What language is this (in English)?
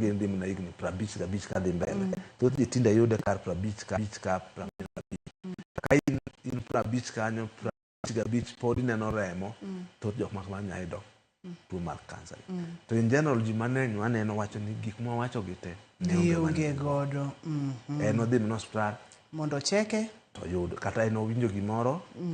Luo (Kenya and Tanzania)